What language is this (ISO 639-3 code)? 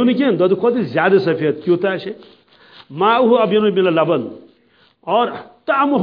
kas